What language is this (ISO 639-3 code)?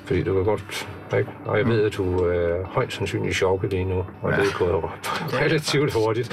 dan